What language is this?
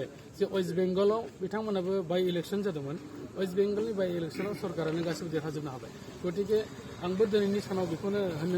Bodo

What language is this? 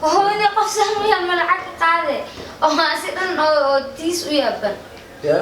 Somali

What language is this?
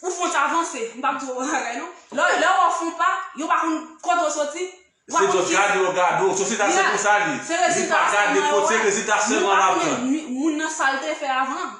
Haitian Creole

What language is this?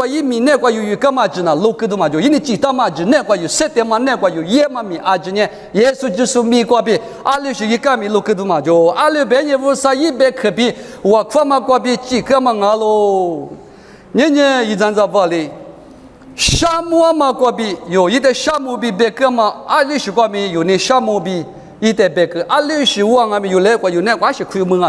Lisu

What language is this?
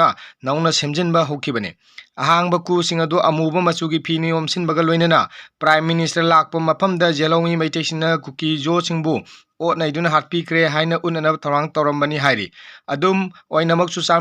Manipuri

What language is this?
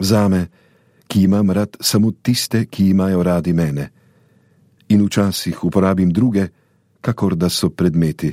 Slovenian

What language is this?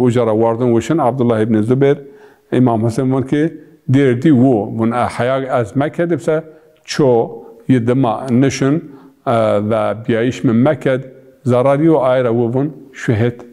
Zaza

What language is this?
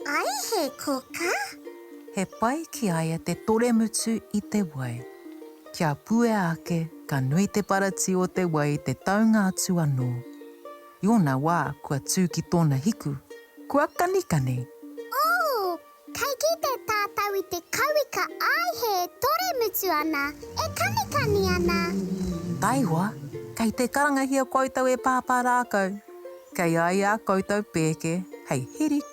Māori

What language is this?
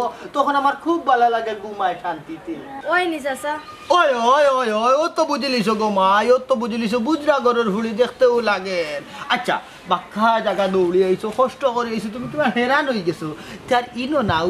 Sylheti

